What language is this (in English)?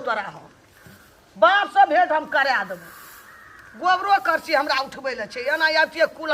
Maithili